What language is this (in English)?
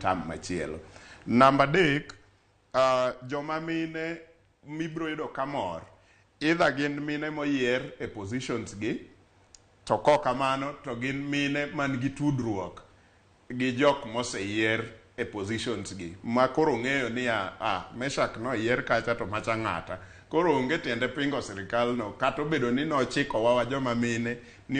Luo (Kenya and Tanzania)